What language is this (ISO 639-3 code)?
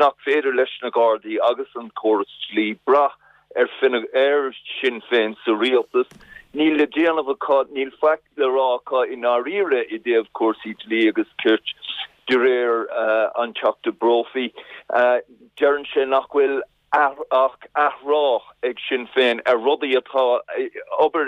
gle